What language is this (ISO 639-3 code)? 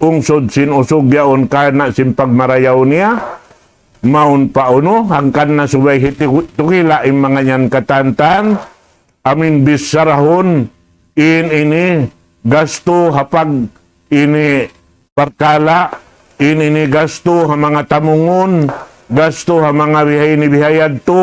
tsg